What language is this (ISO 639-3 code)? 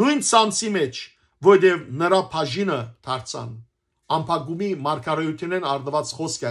hyw